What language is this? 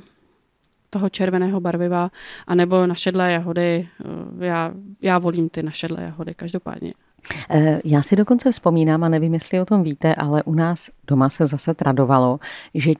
Czech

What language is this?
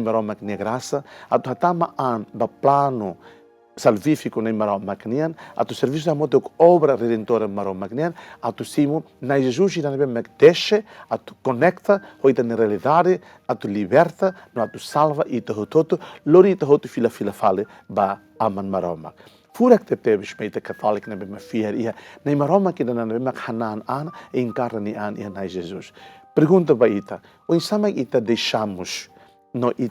Tetum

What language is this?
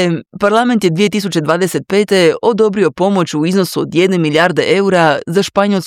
Croatian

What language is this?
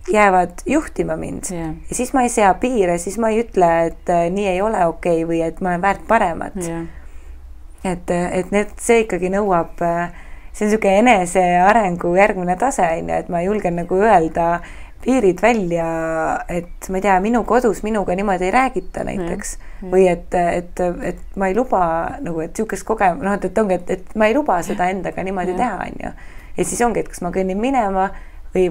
Estonian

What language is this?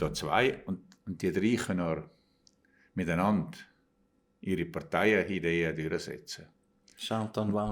Swiss German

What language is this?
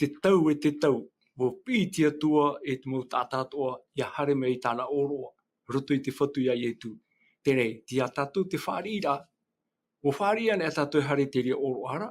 Tahitian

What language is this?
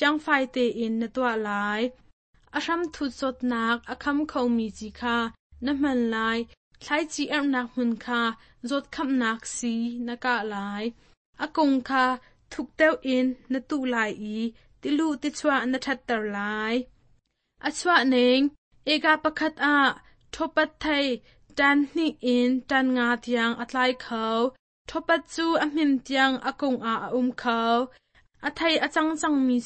Hakha Chin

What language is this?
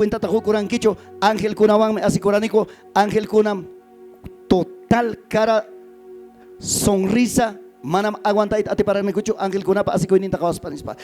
Ayacucho Quechua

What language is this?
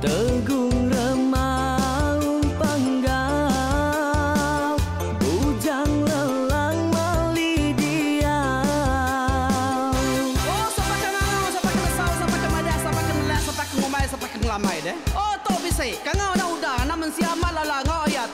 Iban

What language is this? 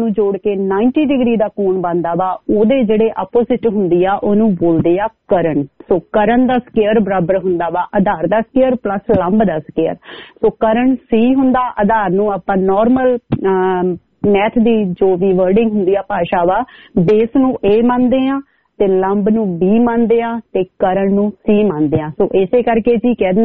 Punjabi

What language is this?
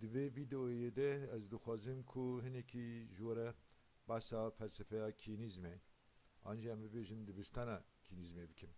Kurdish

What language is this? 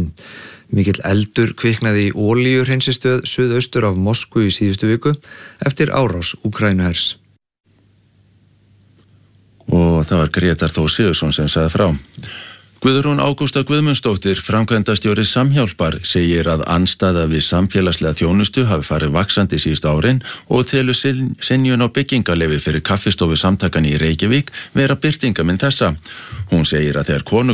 Icelandic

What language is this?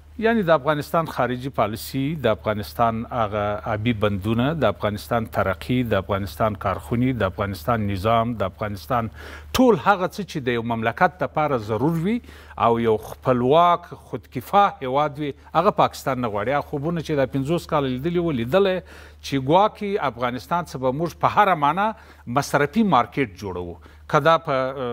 Pashto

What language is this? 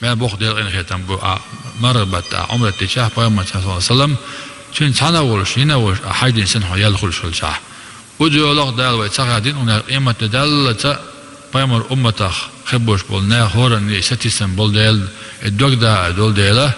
Chechen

